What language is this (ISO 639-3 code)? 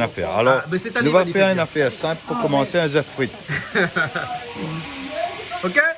rcf